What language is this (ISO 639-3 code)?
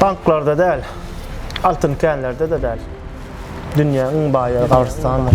tuk